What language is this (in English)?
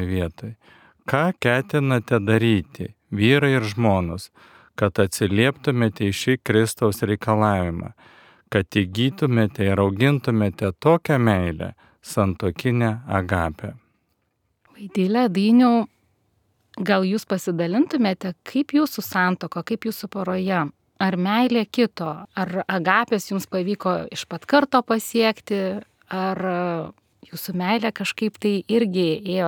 Lithuanian